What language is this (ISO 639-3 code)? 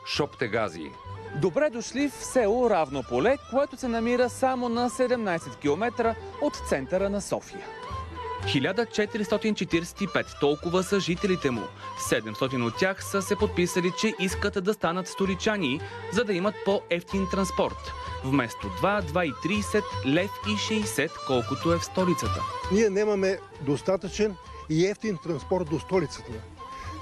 bul